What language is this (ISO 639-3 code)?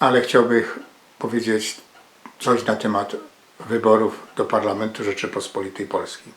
szl